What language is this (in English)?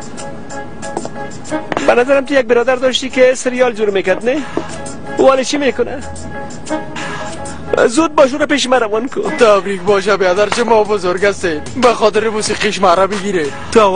Persian